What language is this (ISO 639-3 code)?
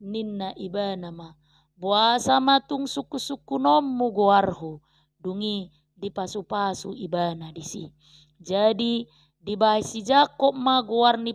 bbc